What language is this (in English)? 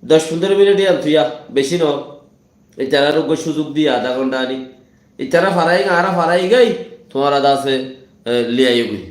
Rohingya